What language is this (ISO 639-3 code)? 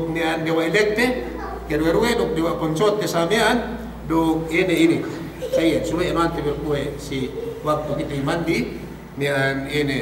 yka